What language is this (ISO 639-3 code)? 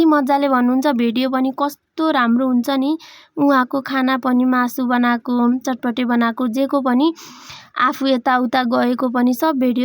nep